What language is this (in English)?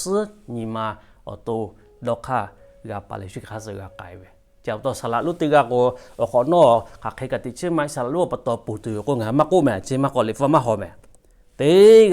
Lahu